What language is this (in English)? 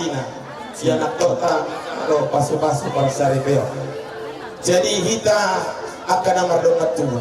Batak Toba